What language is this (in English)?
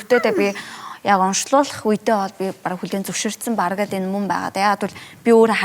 Mongolian